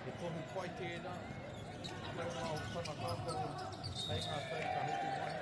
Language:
Māori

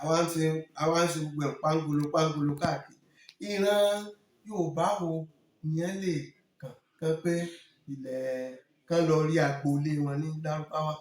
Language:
Yoruba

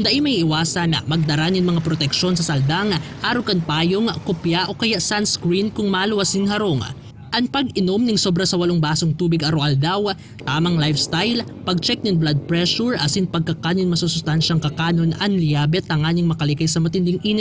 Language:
Bikol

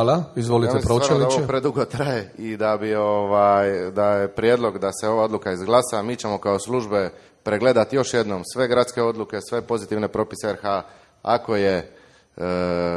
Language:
Croatian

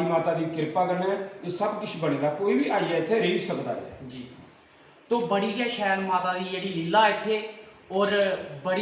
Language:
Dogri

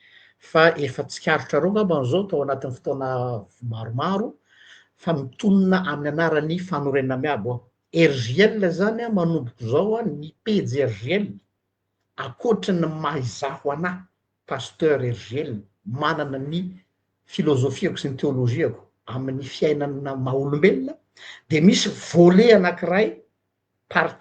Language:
Malagasy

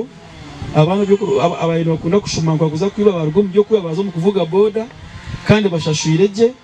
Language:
Nyankole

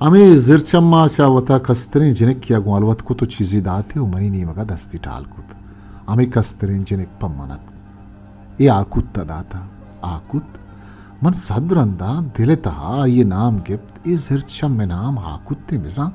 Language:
Eastern Balochi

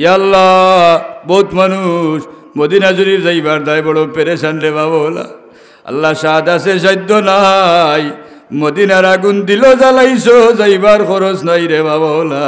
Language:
Sylheti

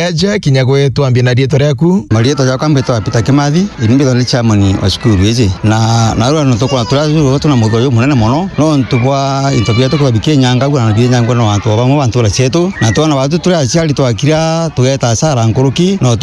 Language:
Meru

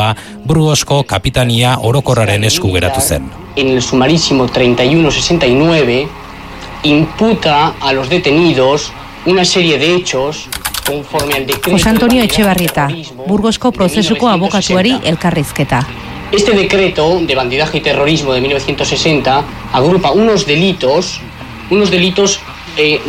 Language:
Basque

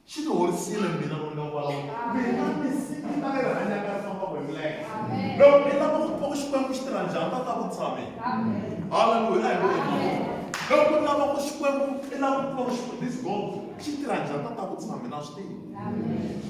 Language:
Tsonga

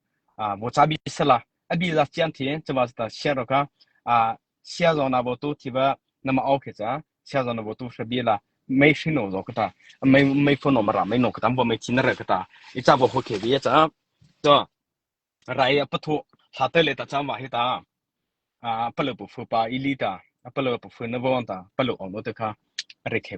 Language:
Mara Chin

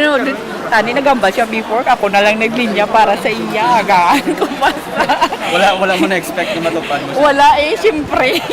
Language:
Hiligaynon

